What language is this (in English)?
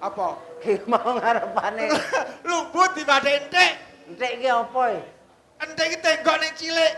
Javanese